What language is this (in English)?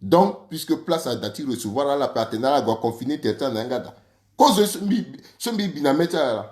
Sango